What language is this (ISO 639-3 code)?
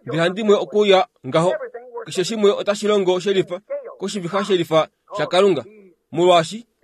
kua